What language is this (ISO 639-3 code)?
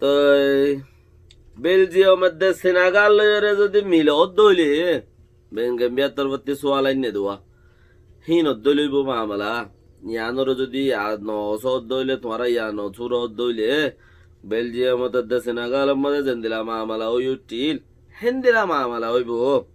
rhg